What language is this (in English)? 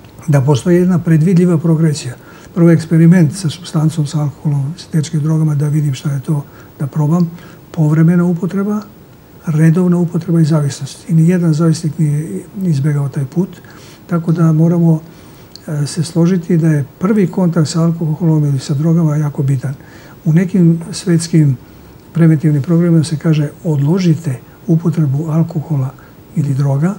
Serbian